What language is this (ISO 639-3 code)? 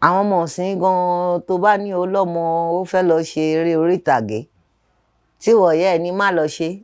yor